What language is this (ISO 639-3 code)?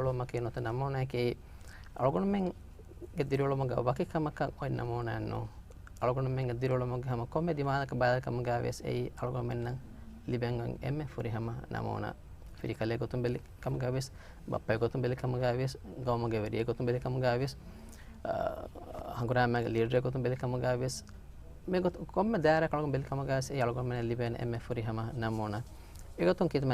div